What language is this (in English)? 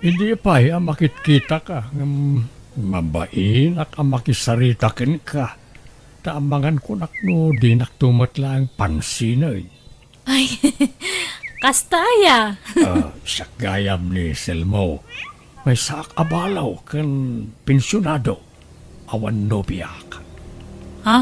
Iloko